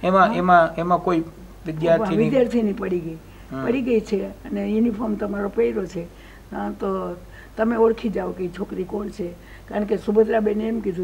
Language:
Gujarati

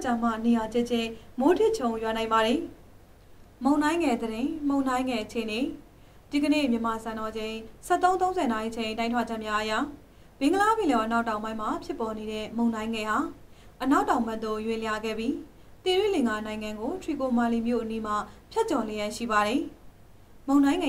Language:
Burmese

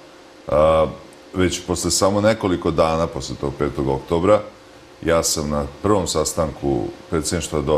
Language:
Serbian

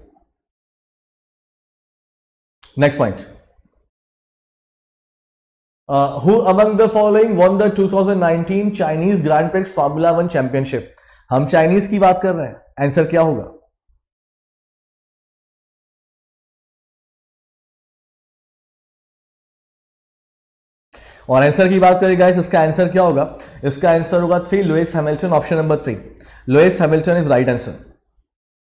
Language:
Hindi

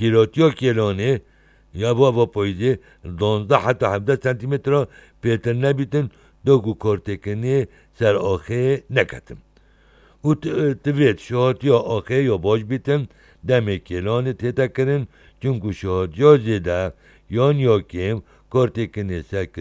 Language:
Kurdish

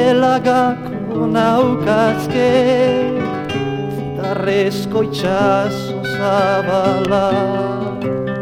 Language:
Basque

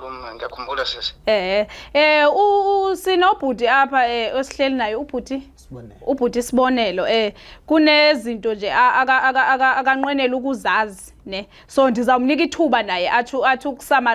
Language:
Zulu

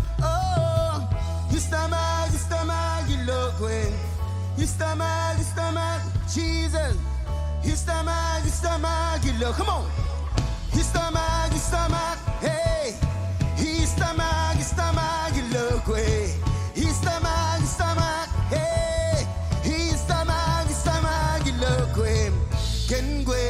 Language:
Marshallese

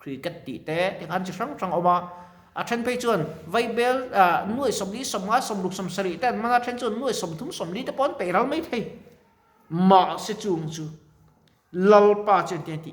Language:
Mizo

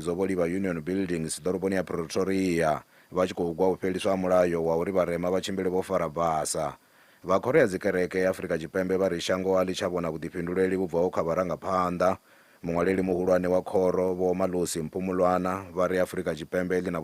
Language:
Venda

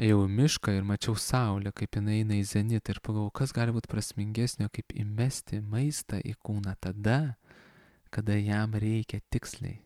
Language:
Lithuanian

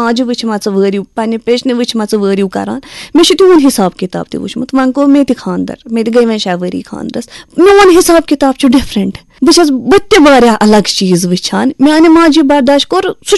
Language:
Kashmiri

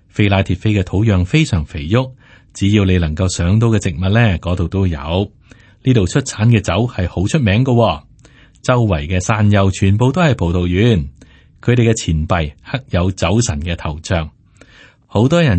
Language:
Cantonese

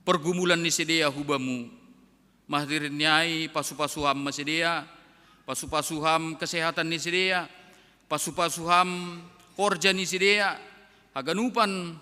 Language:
Batak Simalungun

